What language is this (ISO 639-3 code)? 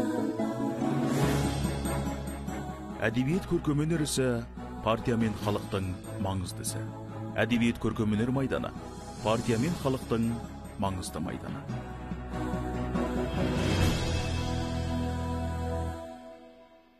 kaz